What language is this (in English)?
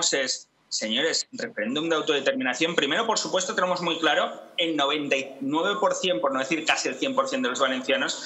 Spanish